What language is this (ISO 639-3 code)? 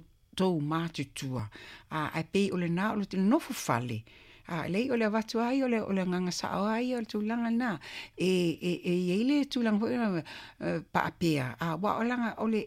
smo